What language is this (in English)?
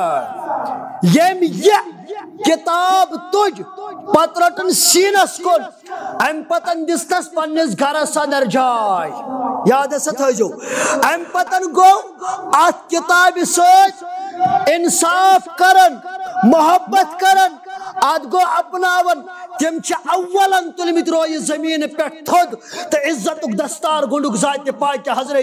Kashmiri